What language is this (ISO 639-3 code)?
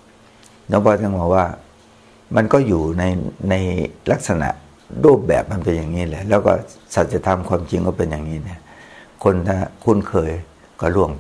tha